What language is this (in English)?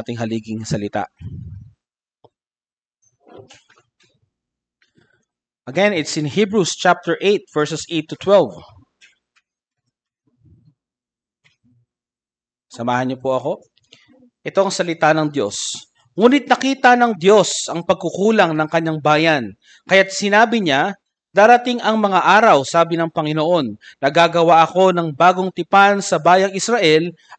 Filipino